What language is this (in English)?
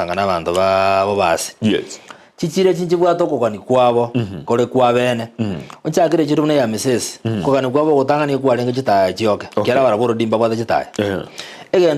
Gusii